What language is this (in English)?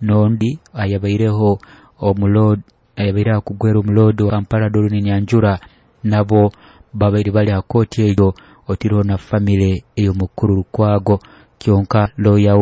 Nyoro